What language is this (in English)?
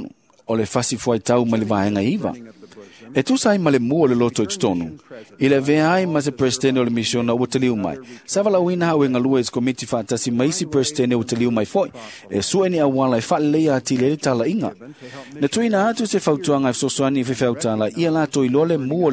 Samoan